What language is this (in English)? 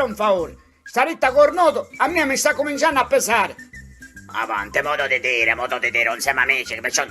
Sicilian